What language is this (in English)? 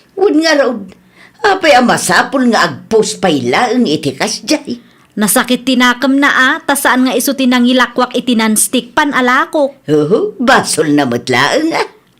Iloko